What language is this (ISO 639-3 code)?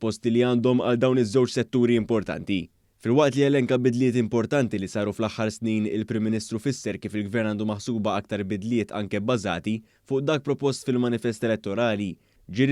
mlt